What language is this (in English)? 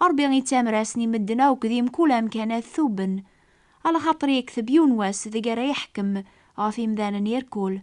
Kabyle